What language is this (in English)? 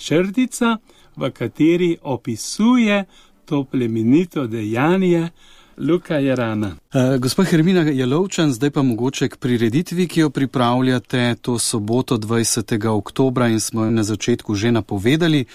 Slovenian